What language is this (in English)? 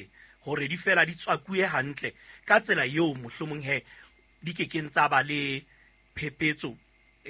Southern Sotho